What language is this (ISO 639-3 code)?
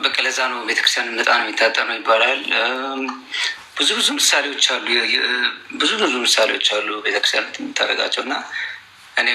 amh